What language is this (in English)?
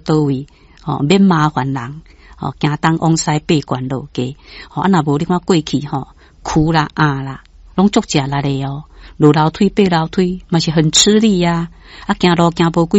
Min Nan Chinese